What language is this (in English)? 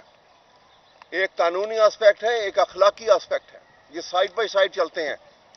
Urdu